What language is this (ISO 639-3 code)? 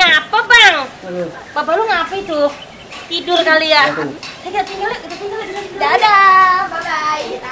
bew